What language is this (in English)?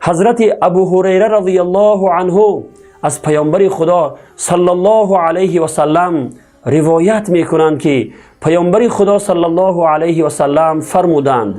Tajik